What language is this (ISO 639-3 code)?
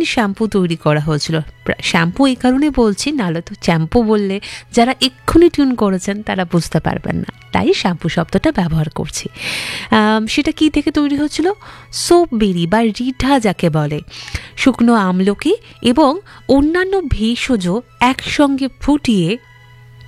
ben